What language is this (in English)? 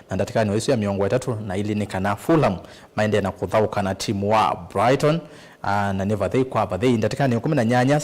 Kamba